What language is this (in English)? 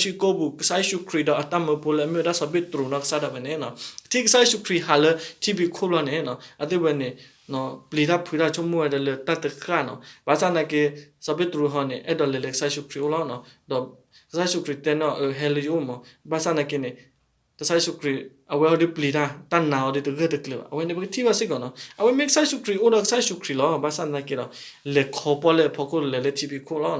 S'gaw Karen